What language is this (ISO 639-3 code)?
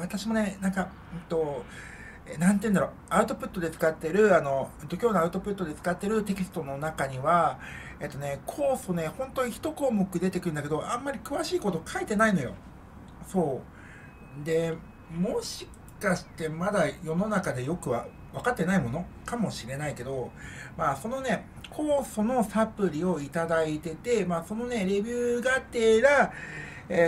jpn